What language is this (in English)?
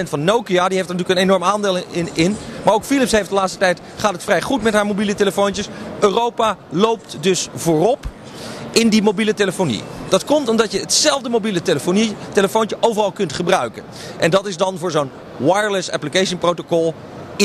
Dutch